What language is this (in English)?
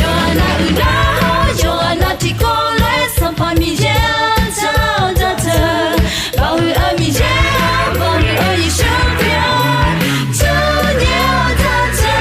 Akha